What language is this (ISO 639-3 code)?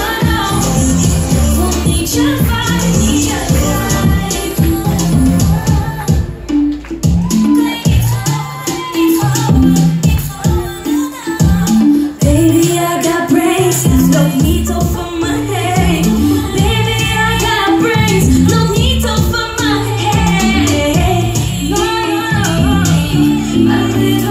nld